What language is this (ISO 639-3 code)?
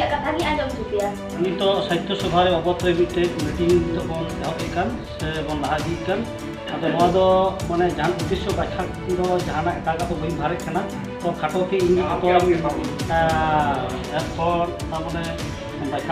sat